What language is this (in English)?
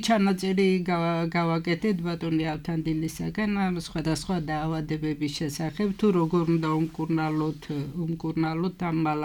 Georgian